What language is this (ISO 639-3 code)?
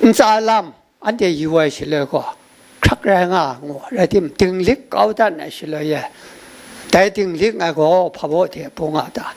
kac